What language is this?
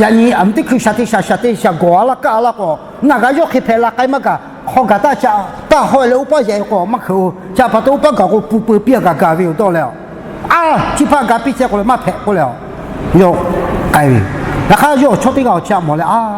Lahu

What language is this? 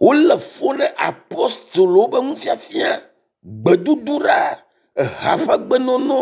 Ewe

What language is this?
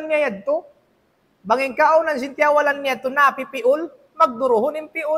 Tausug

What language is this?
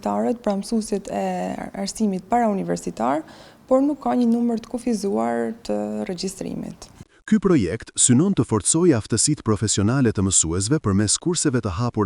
Albanian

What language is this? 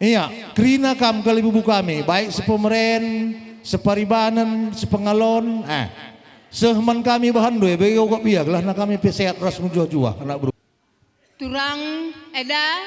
Batak Karo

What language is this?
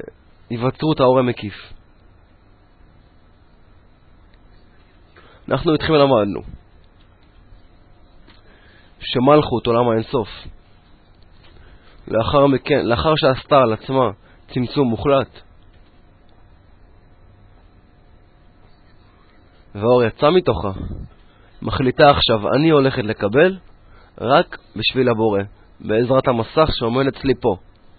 Hebrew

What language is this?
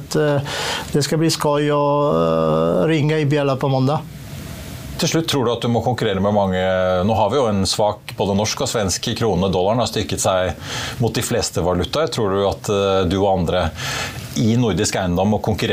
Norwegian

